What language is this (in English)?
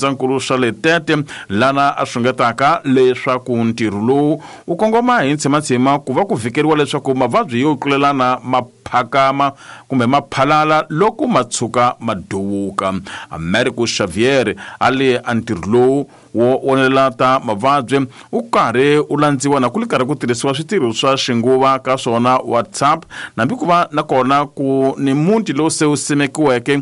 Tsonga